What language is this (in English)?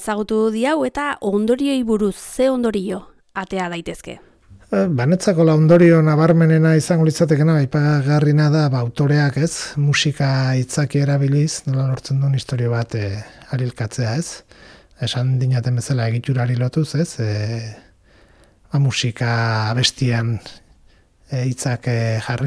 Basque